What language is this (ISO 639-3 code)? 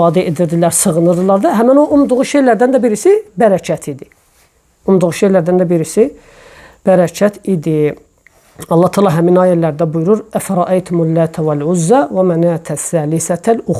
aze